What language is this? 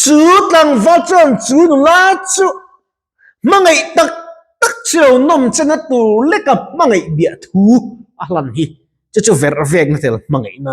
Mizo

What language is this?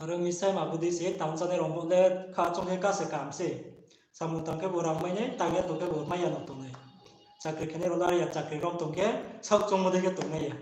Riang (India)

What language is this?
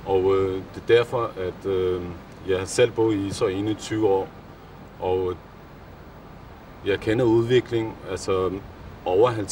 Danish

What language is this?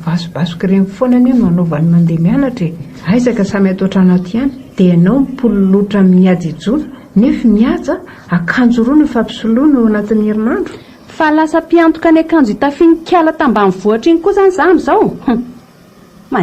Malagasy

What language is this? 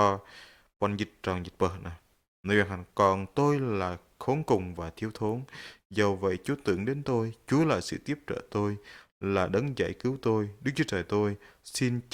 Bahnar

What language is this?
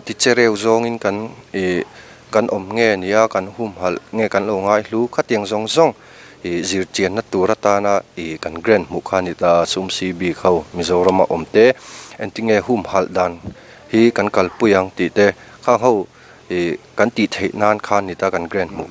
Mizo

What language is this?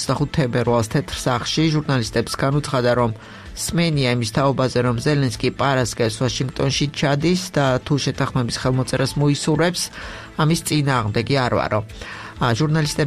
Georgian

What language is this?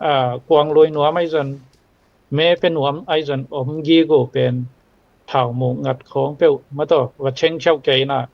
Tedim Chin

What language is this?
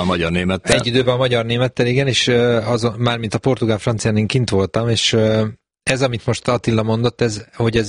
Hungarian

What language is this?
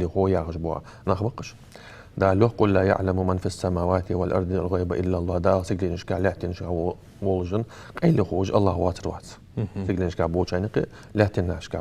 Ingush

